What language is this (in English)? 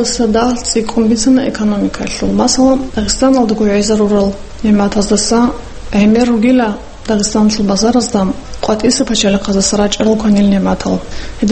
Avaric